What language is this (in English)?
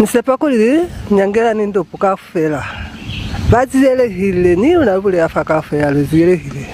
Lozi